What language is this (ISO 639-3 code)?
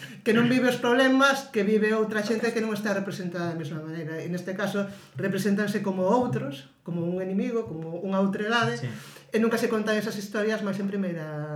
glg